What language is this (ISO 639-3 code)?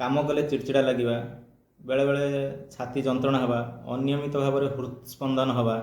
ori